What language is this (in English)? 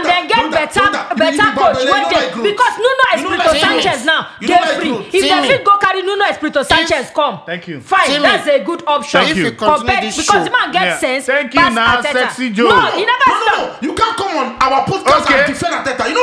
Nigerian Pidgin